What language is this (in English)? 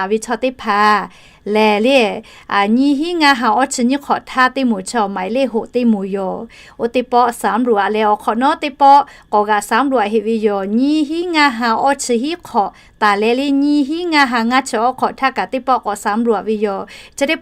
Lahu